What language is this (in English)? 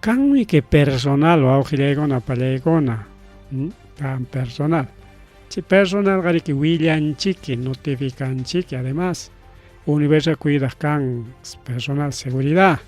Ayacucho Quechua